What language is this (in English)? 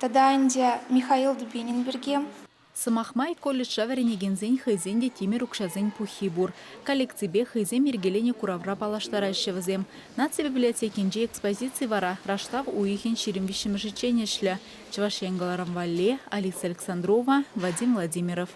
Chuvash